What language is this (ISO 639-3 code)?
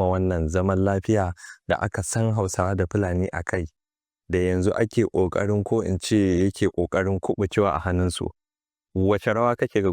hau